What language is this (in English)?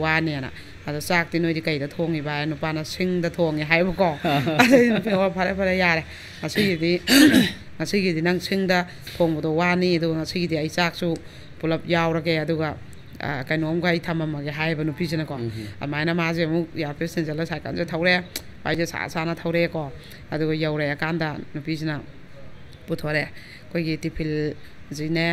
Manipuri